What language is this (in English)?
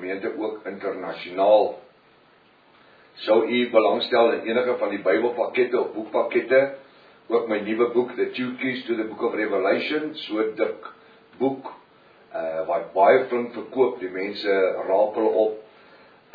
Afrikaans